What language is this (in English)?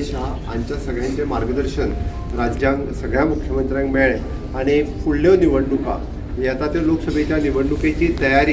Konkani